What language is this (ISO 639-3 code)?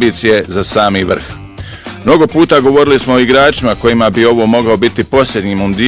bos